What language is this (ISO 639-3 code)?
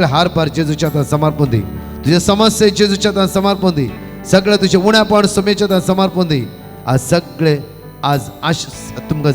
kok